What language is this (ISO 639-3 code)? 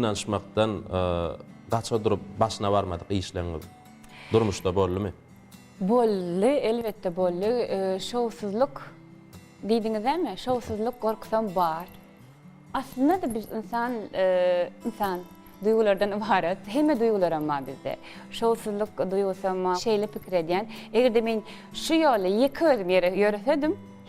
tuk